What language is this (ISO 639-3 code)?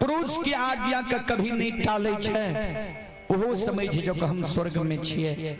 mai